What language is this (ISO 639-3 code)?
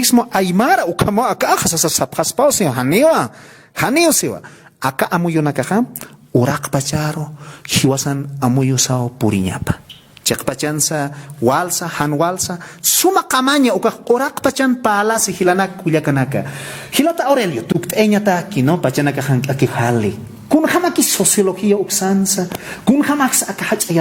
aym